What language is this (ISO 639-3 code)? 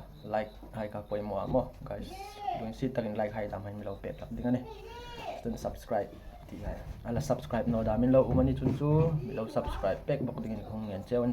hmr